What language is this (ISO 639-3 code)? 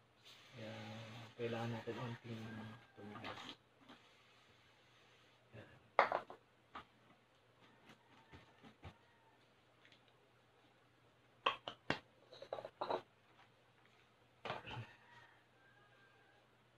fil